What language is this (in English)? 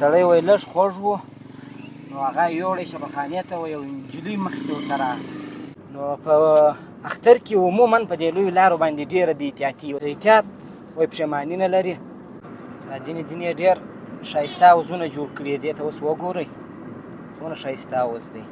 Pashto